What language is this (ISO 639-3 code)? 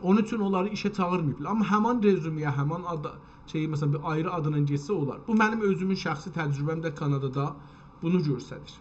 azb